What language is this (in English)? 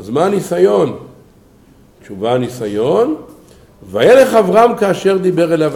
Hebrew